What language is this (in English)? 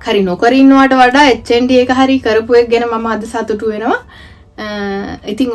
Sinhala